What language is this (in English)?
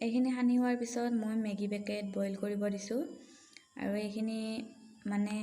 Assamese